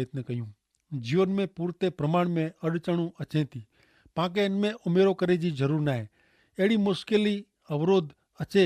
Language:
Kachhi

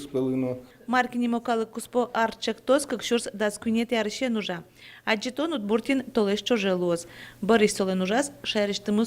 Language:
Udmurt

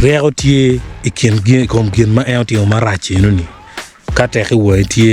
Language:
Acoli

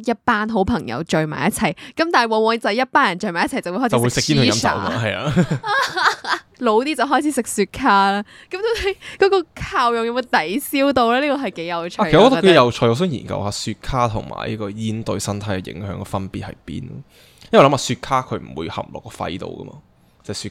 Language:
Cantonese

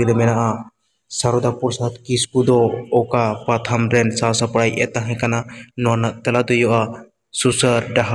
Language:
Santali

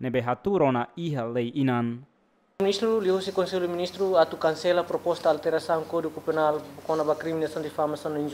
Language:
Tetum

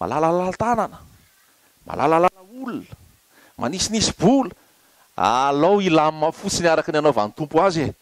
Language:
Malagasy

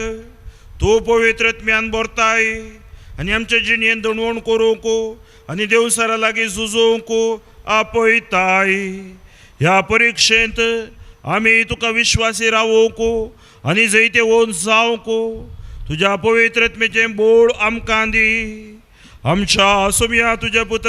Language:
Konkani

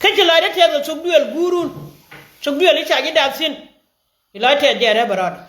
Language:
Nuer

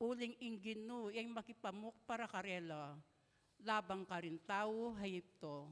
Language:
Pampanga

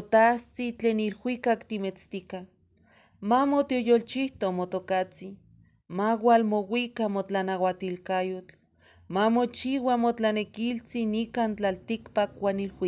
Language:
Eastern Huasteca Nahuatl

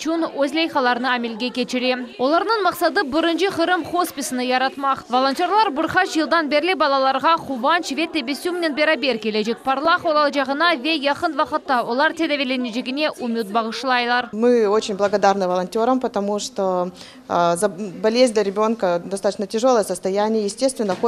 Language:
Crimean Tatar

